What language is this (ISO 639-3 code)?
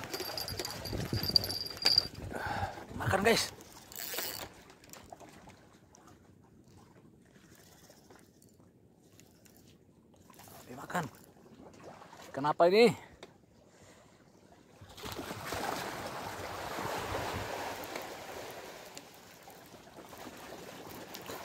ind